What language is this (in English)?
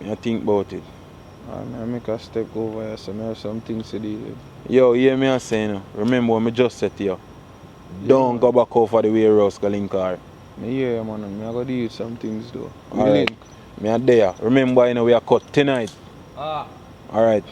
Jamaican Creole English